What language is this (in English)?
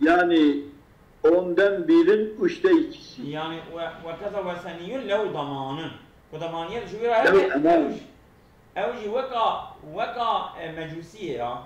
Kurdish